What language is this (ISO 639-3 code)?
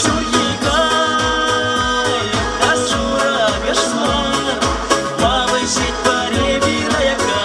chv